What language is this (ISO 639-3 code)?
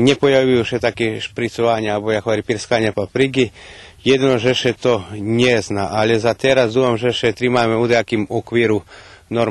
rue